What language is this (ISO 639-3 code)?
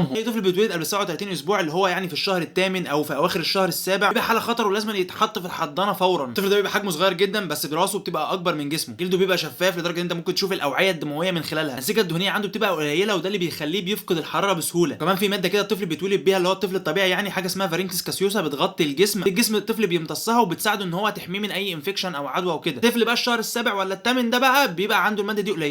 arz